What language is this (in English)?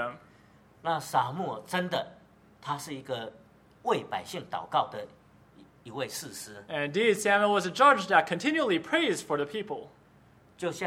Chinese